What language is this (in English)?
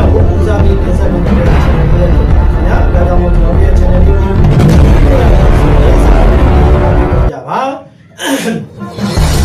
Burmese